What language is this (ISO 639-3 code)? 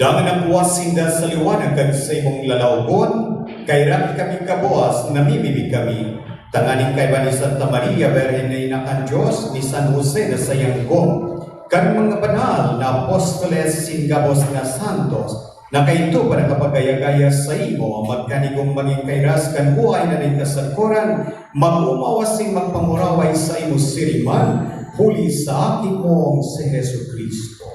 bik